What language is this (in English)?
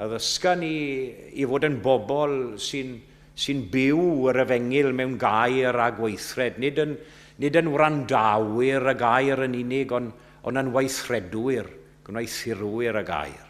Welsh